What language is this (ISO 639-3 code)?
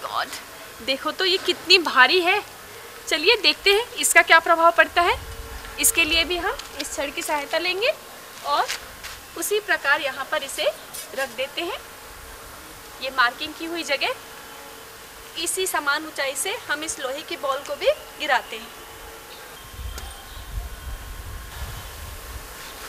hin